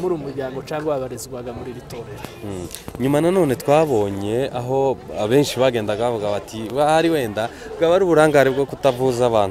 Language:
Kinyarwanda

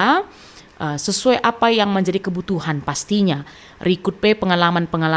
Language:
Batak Karo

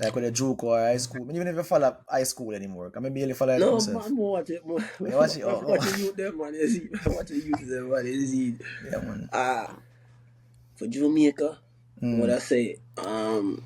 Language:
Jamaican Creole English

